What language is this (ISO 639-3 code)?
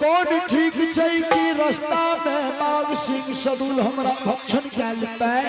anp